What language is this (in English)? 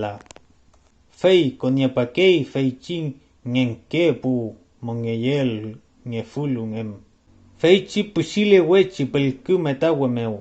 Mapuche